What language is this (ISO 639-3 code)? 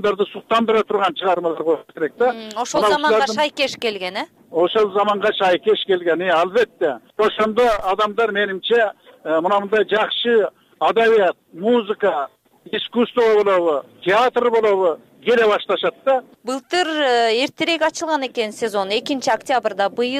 kir